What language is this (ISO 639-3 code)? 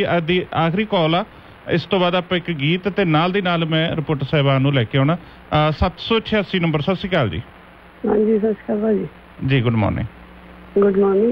pan